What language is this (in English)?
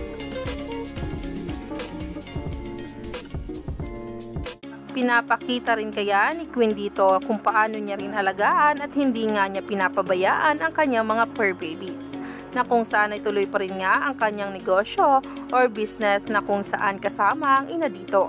Filipino